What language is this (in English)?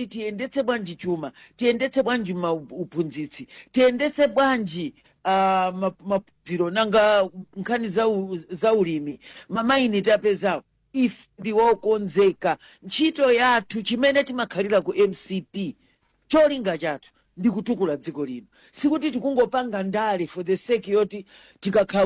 Nyanja